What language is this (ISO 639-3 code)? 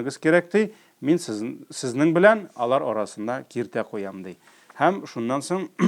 tat